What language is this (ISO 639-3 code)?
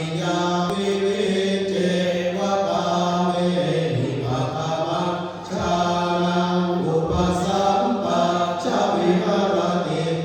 pli